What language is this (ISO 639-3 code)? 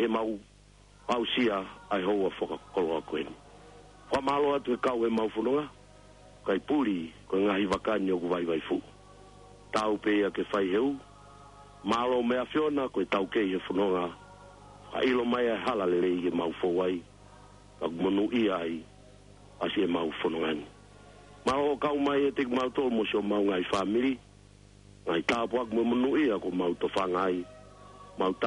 ton